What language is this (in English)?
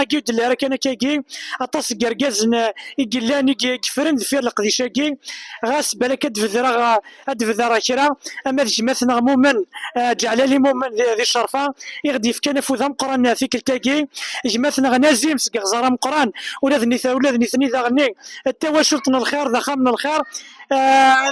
Kabyle